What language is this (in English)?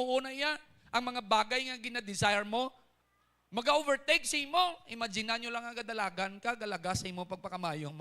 Hiligaynon